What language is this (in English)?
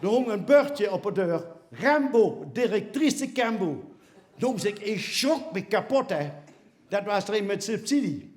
Limburgish